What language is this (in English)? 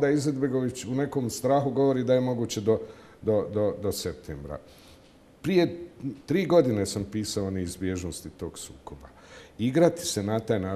Bosnian